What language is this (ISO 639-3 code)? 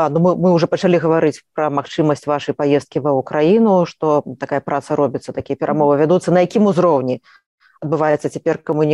bel